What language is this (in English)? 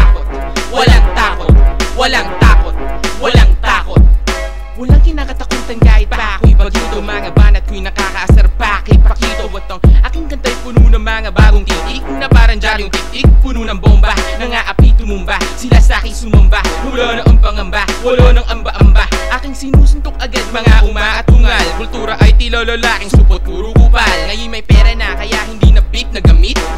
Filipino